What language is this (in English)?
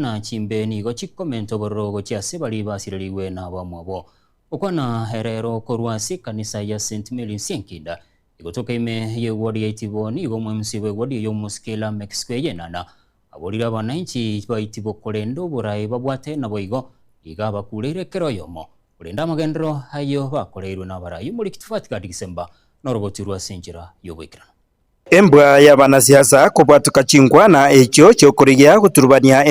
Gusii